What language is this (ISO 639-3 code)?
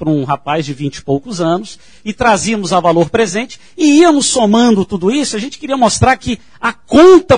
por